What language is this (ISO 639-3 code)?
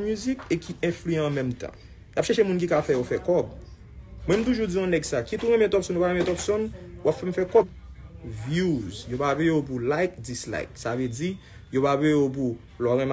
hat